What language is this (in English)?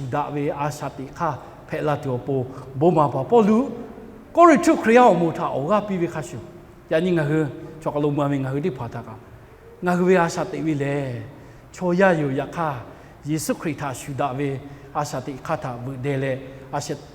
Lahu